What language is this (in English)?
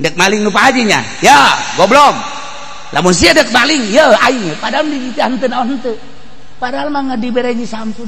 Sundanese